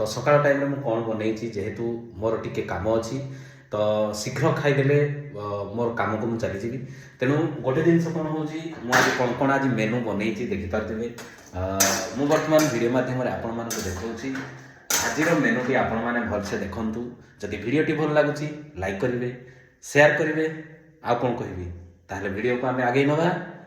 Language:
Odia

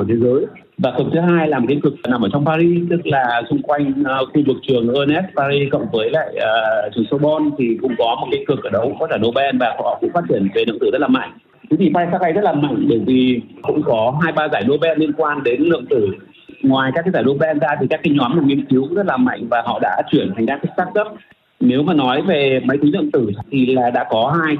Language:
Vietnamese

